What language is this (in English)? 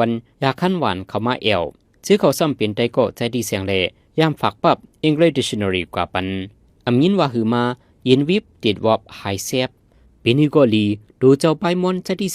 Shan